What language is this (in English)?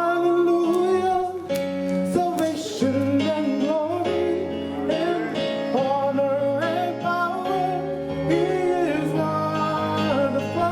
Tongan